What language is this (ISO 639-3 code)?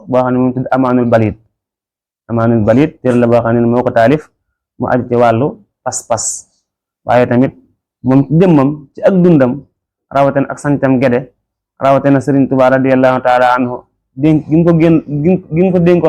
wol